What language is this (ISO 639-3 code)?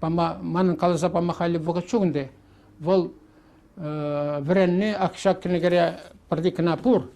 chv